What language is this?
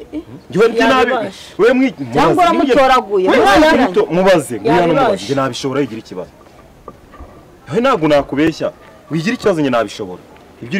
Kinyarwanda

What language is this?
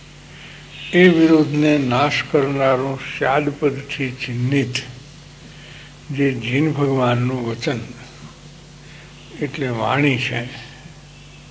Gujarati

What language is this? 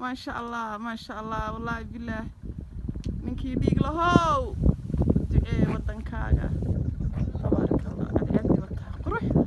Somali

